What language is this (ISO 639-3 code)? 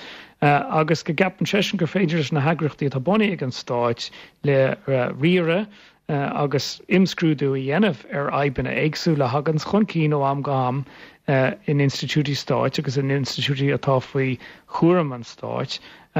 gle